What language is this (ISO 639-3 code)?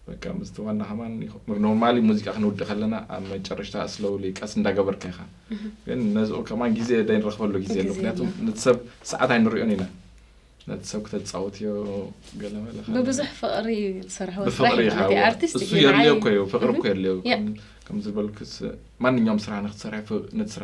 tir